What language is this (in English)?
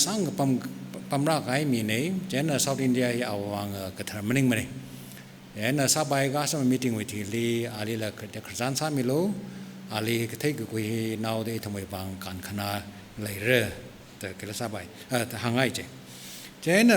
Tangkhul Naga (India)